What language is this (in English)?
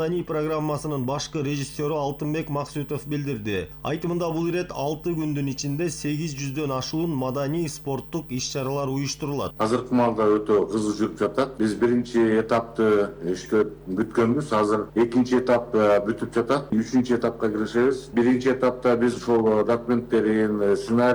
Kyrgyz